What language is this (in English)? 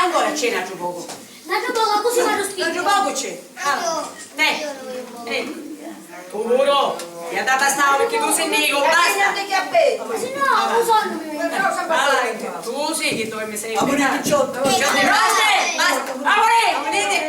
Sicilian